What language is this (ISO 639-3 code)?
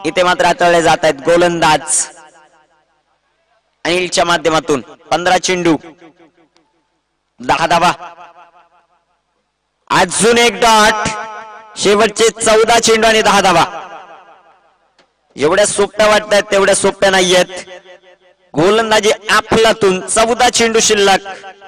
mar